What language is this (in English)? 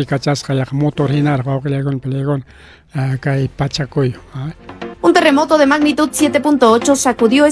Ayacucho Quechua